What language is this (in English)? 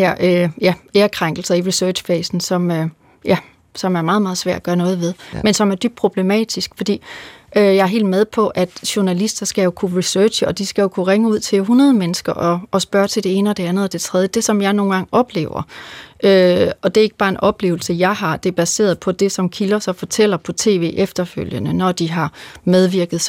Danish